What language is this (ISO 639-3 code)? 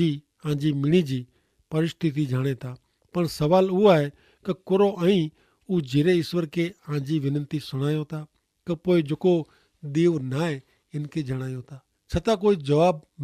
kfr